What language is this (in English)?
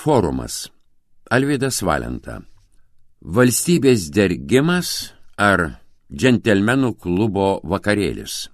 Lithuanian